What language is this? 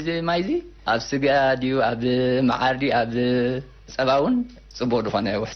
Tigrinya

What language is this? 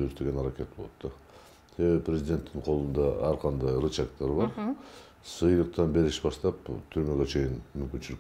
Kyrgyz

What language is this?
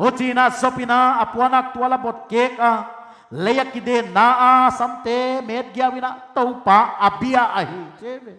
Paite Chin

